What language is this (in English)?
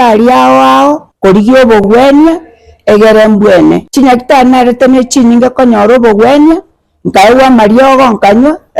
Gusii